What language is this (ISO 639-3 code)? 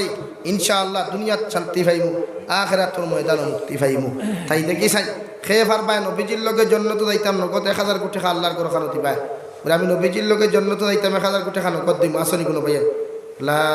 syl